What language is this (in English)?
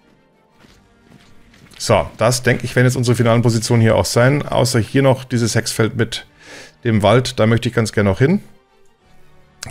German